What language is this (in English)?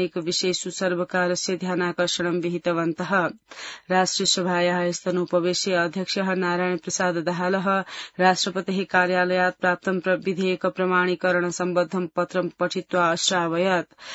Sanskrit